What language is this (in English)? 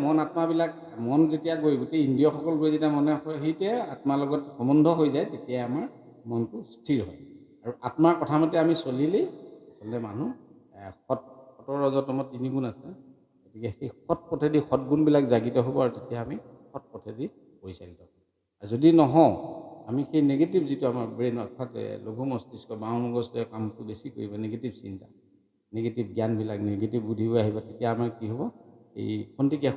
Assamese